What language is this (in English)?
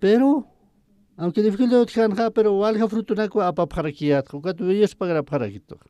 Aymara